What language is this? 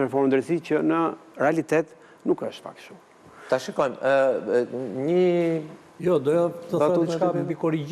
Albanian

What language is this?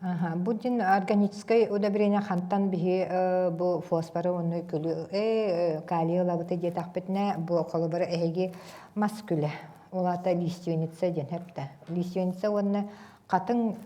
Yakut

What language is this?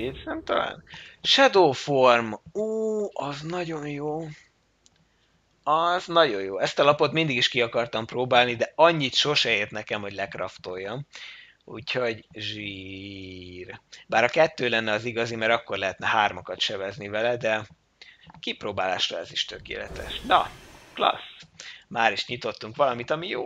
Hungarian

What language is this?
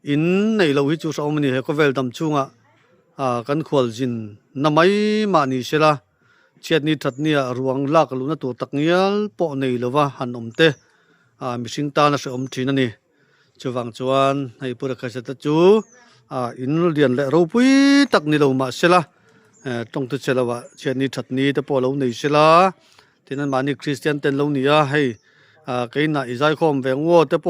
Mizo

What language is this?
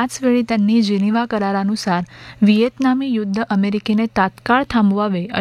Marathi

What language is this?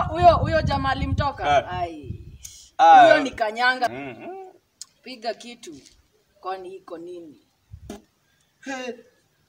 Swahili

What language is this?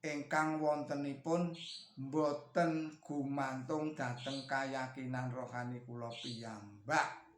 Javanese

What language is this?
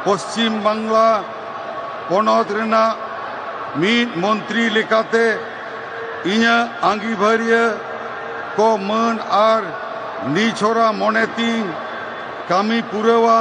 Santali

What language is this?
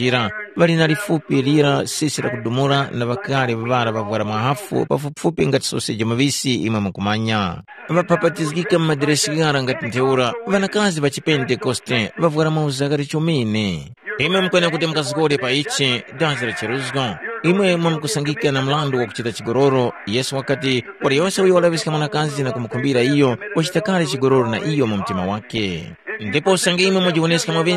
Tumbuka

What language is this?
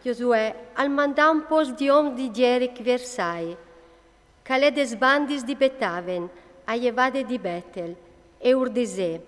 Friulian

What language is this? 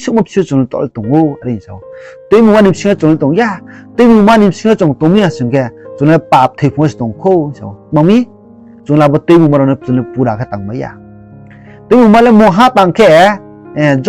Riang (India)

